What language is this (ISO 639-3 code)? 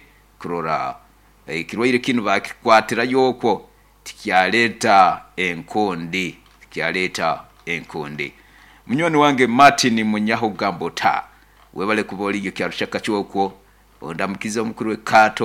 nyo